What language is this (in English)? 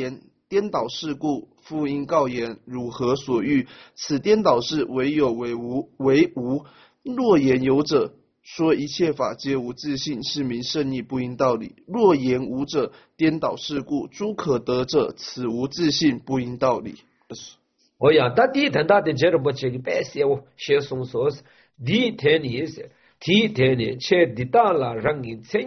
Chinese